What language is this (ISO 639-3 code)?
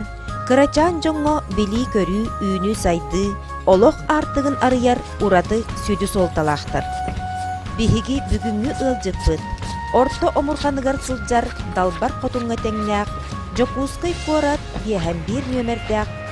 sah